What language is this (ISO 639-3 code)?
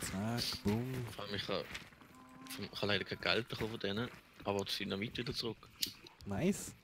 gsw